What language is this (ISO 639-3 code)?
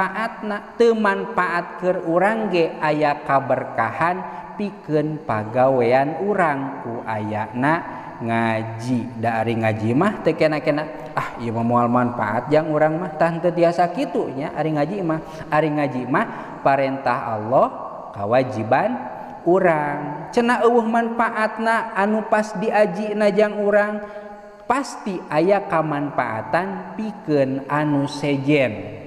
sun